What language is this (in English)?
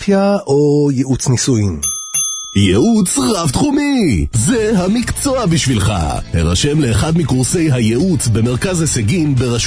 Hebrew